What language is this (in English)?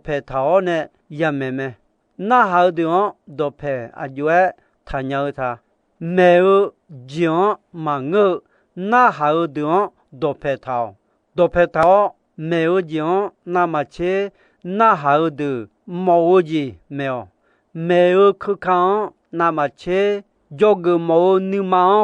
Akha